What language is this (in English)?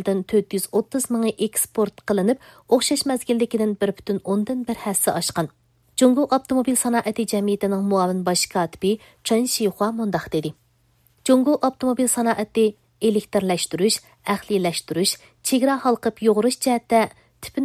Uyghur